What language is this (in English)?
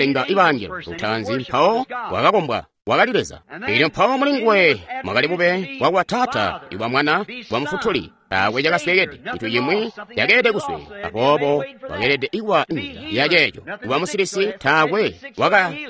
Tonga (Zambia)